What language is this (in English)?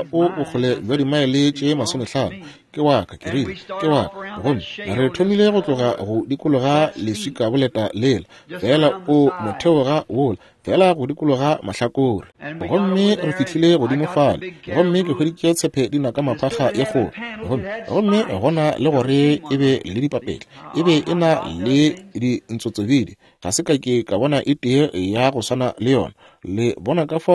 Northern Sotho